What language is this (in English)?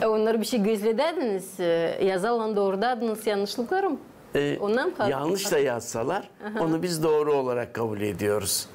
Gagauz